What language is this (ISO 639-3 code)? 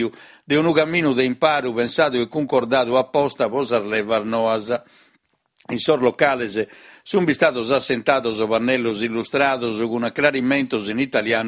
srd